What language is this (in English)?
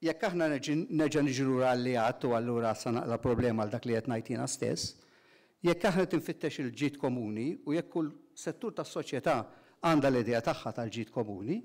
Maltese